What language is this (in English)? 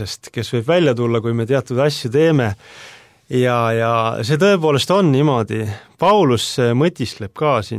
Estonian